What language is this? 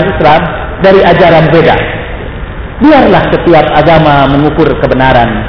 Indonesian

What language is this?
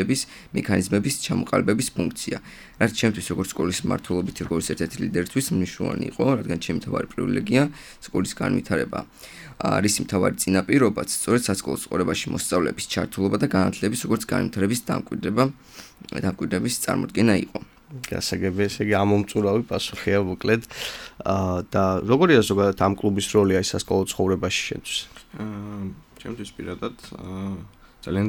Georgian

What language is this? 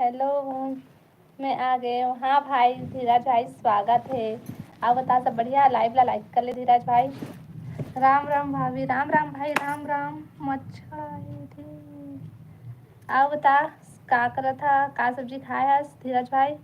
Chhattisgarhi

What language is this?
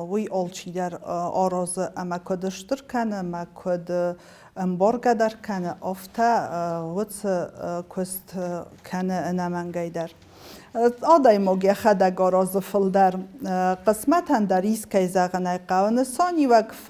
Ossetic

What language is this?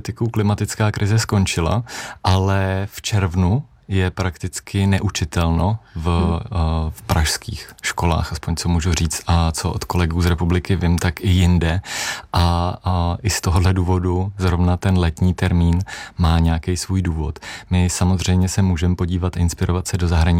Czech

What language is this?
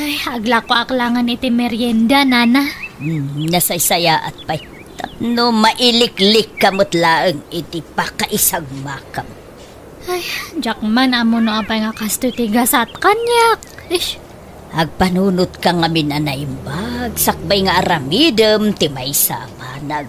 Iloko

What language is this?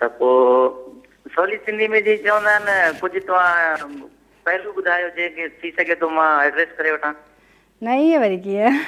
Sindhi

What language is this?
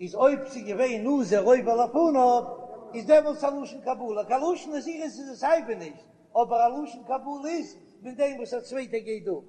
Yiddish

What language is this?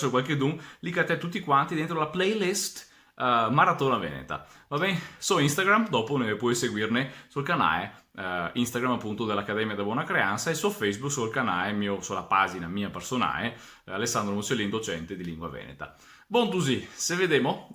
Venetian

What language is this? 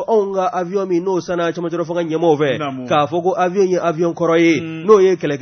Bambara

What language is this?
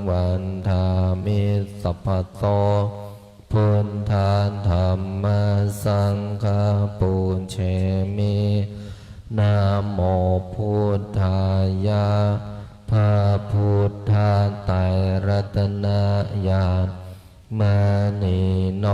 Pali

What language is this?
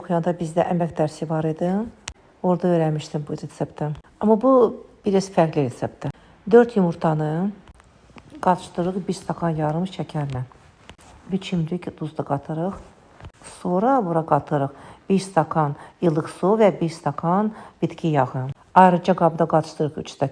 Azerbaijani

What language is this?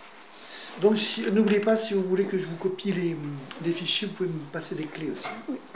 French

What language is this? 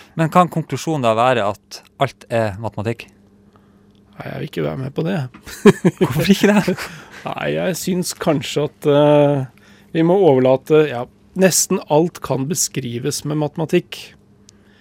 Norwegian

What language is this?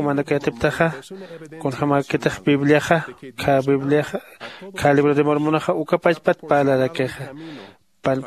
Aymara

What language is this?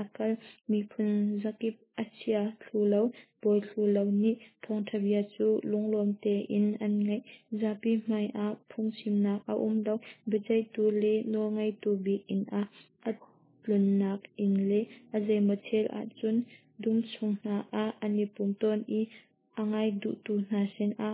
Hakha Chin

